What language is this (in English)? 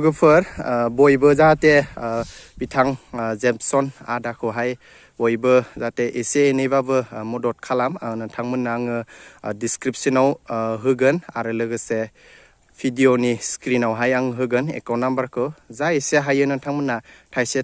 Bodo